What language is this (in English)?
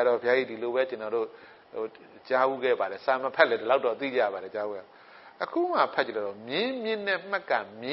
Burmese